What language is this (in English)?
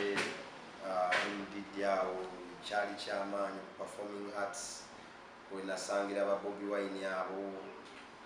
Ganda